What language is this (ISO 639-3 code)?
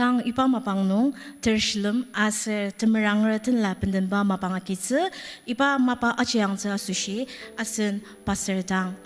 njo